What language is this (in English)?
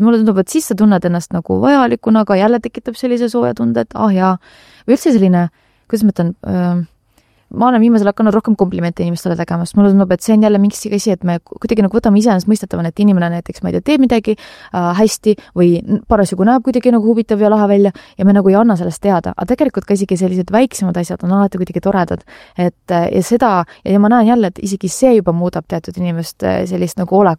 Estonian